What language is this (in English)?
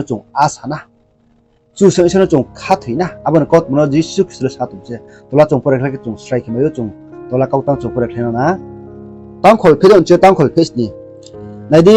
Riang (India)